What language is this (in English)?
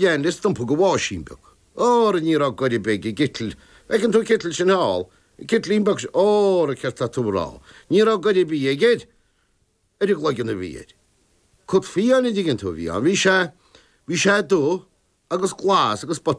Irish